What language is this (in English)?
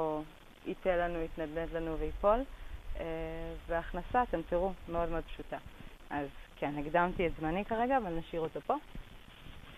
Hebrew